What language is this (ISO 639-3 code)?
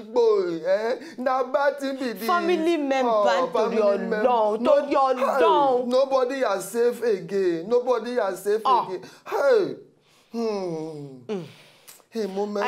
pcm